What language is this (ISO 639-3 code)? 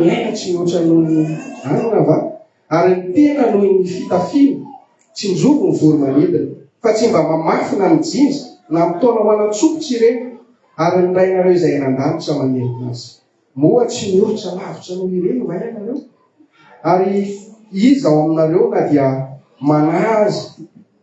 mlg